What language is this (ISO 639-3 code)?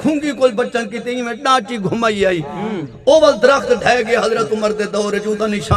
skr